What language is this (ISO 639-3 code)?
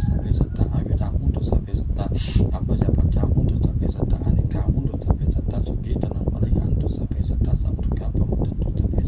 pli